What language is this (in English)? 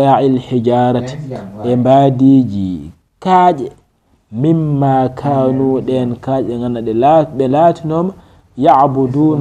Fula